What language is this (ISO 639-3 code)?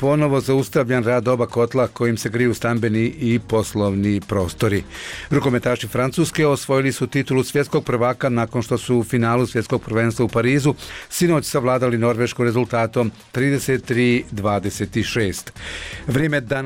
bos